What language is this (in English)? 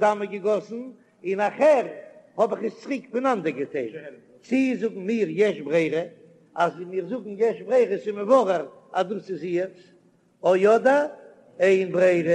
Yiddish